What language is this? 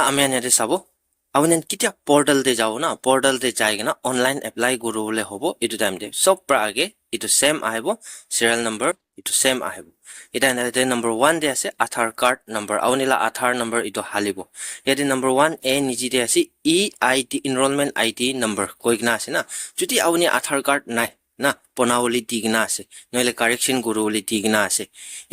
Naga Pidgin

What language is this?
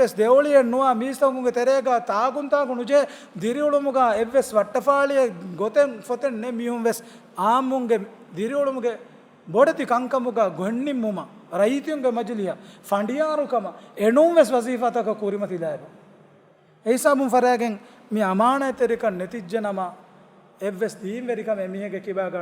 Divehi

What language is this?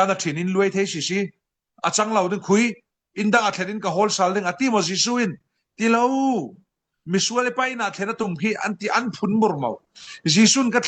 Falam Chin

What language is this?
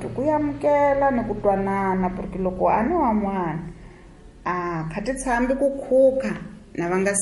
Tsonga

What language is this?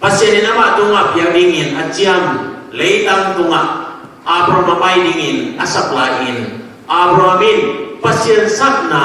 Tedim Chin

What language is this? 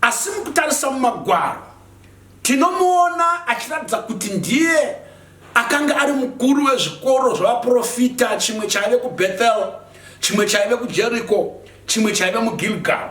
Shona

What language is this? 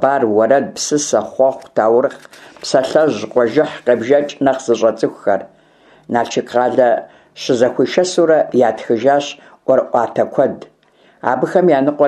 Kabardian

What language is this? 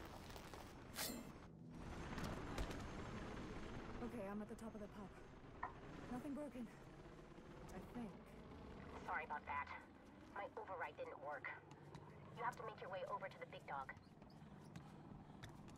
Czech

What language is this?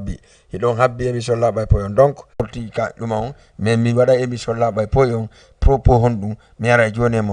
Fula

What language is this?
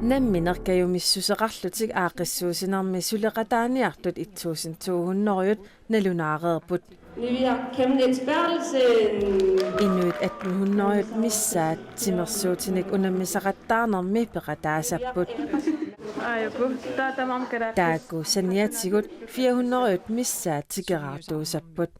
Kalaallisut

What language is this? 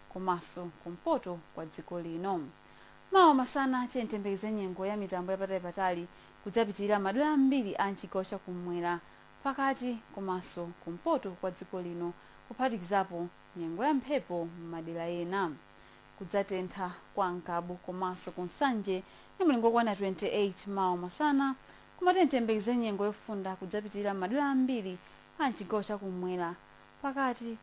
Nyanja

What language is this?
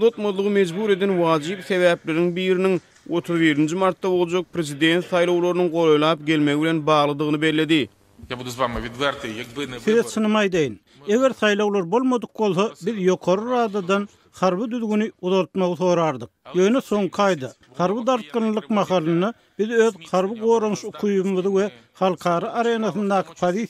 Turkmen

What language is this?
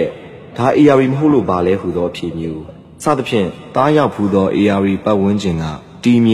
Burmese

